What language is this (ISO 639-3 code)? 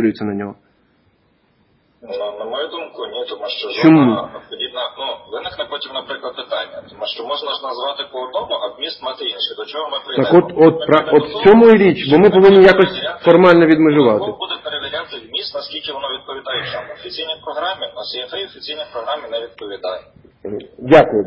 ukr